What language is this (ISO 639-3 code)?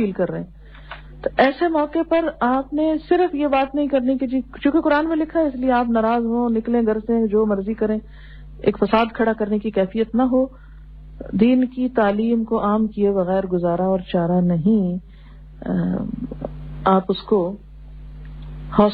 urd